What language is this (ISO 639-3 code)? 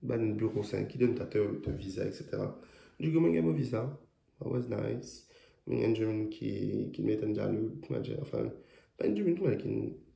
mfe